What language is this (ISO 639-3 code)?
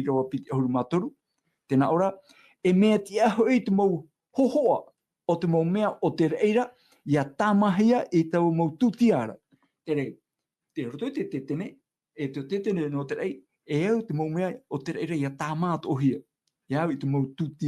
tah